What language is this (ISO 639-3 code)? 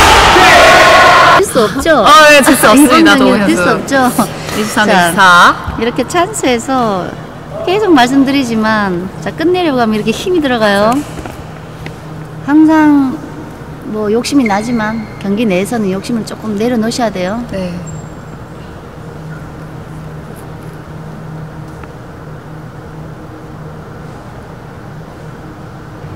kor